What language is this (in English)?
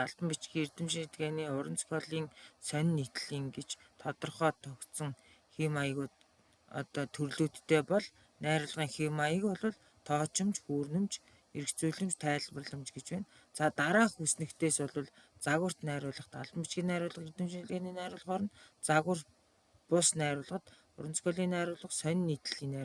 Mongolian